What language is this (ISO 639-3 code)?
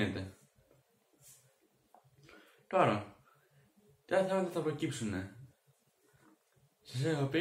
ell